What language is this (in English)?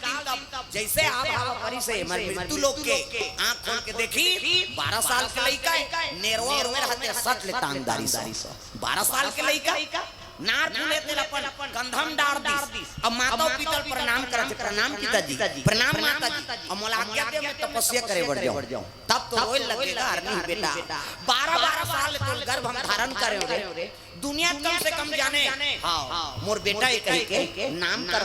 Chhattisgarhi